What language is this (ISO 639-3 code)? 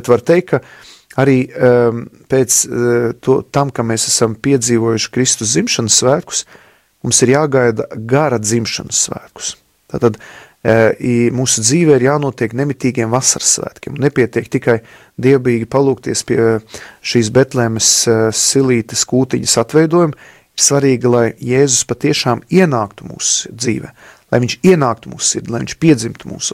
lav